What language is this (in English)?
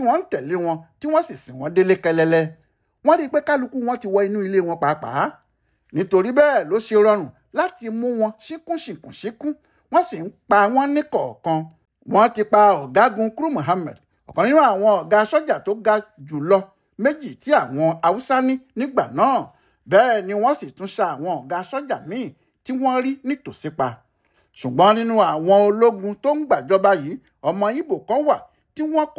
Yoruba